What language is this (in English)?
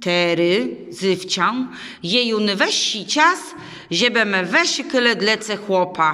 Kashubian